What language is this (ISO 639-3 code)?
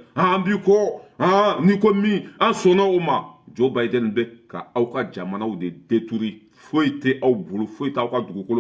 bam